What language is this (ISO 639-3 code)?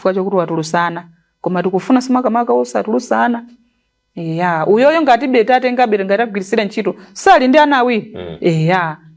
nya